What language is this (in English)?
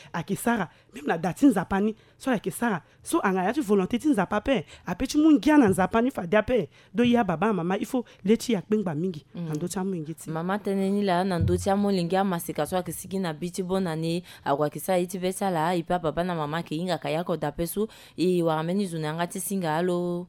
Sango